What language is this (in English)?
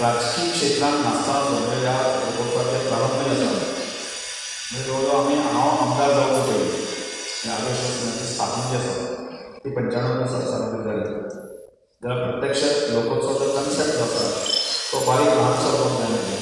Konkani